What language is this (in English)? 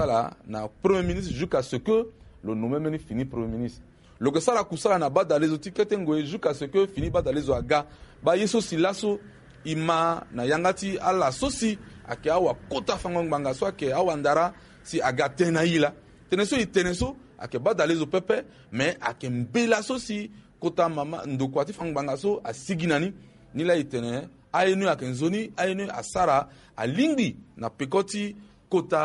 Sango